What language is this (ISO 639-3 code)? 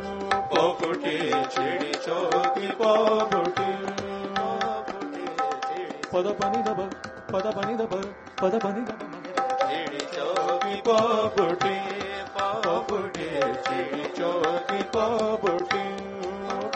hin